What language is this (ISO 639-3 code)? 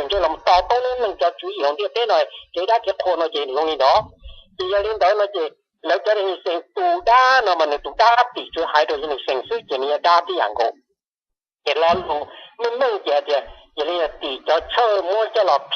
hmn